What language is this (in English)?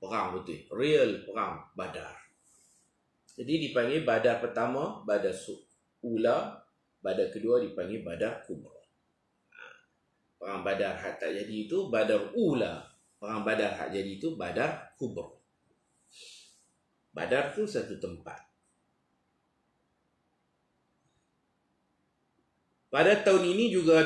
Malay